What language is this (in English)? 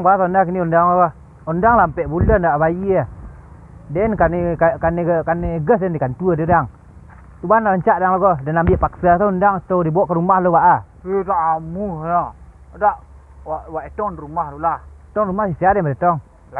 Minangkabau